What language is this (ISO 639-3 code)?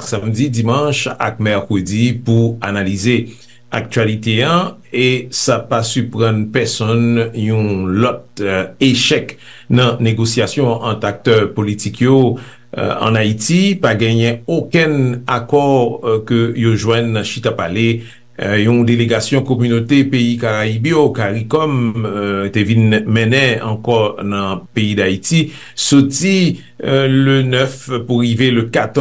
hat